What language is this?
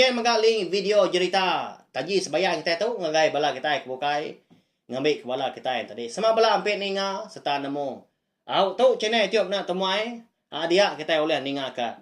Iban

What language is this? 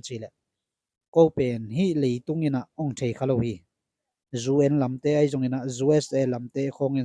Tedim Chin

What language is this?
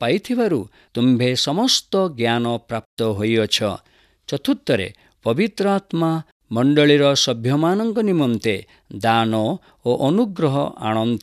Odia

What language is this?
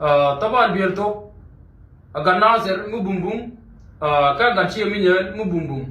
Nuer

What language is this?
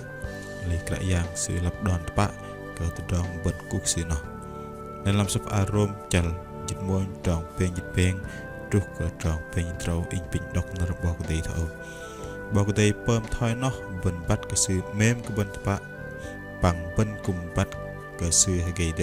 Bahnar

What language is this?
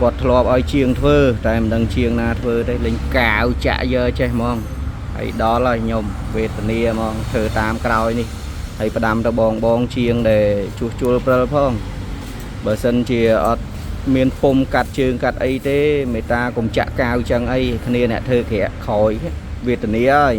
Khmer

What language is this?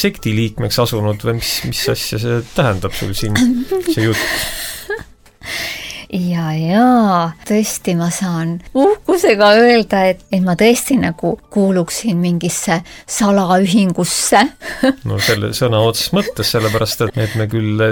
Estonian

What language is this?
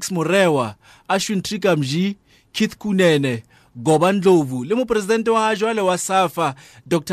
Tswana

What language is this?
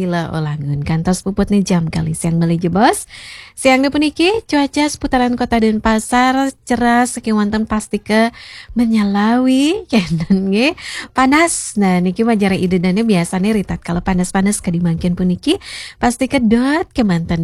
Balinese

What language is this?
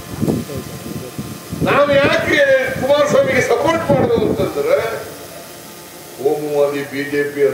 Kannada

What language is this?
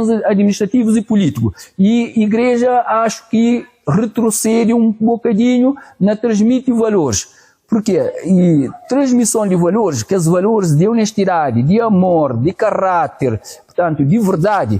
Kabuverdianu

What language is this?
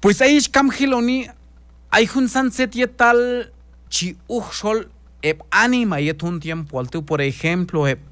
Q'anjob'al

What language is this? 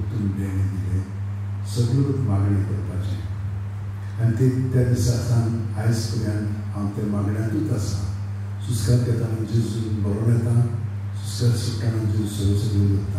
Konkani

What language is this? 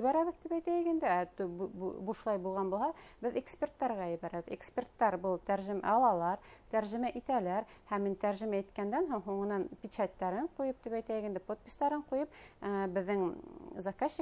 Bashkir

